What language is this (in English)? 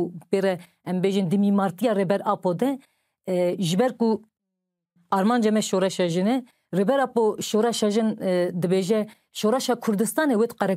Kurdish